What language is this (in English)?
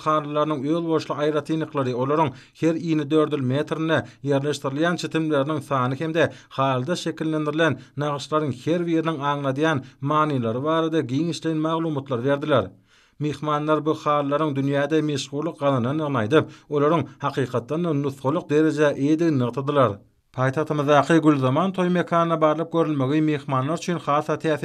Turkmen